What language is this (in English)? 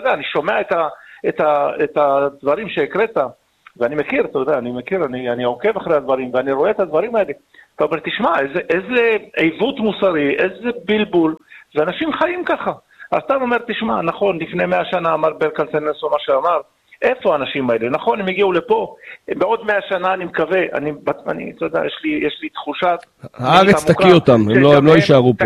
Hebrew